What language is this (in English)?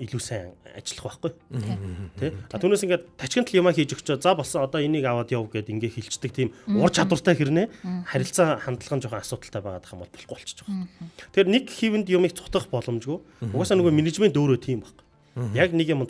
Mongolian